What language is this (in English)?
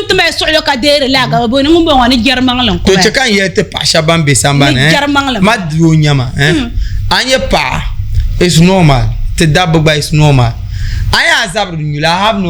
Dagbani